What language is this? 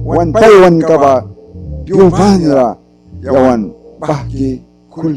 Mískito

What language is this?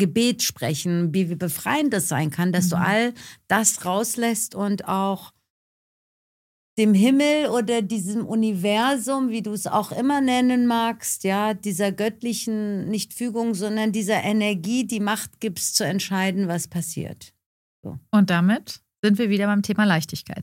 German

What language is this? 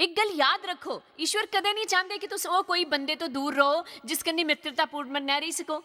Dogri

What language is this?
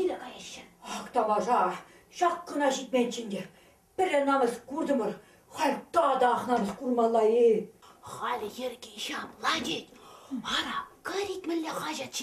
Chuvash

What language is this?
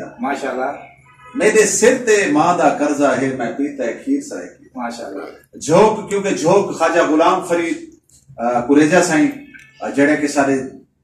Saraiki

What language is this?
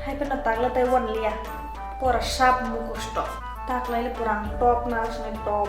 Kok Borok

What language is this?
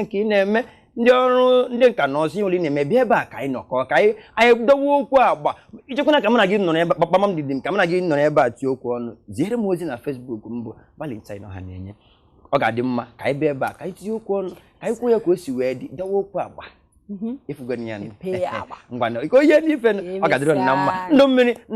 Igbo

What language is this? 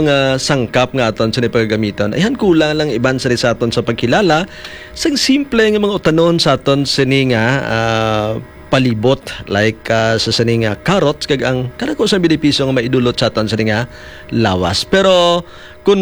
Hiligaynon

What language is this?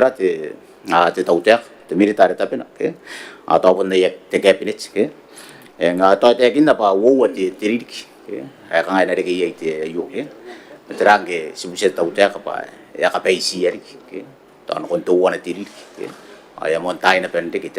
Gilbertese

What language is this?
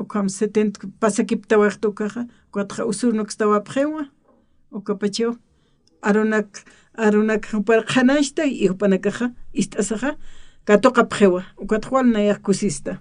Aymara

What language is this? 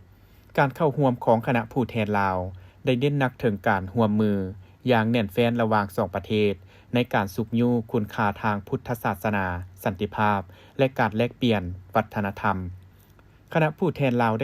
Lao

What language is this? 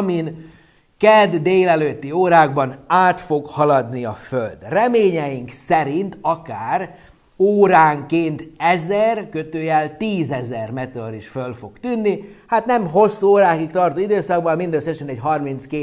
Hungarian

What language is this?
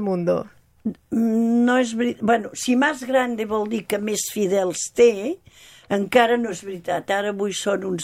Catalan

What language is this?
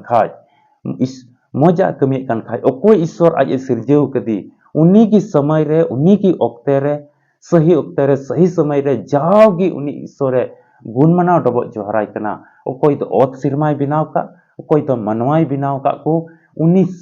Santali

